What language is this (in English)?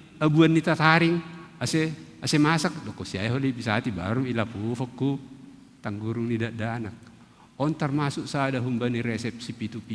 Batak Simalungun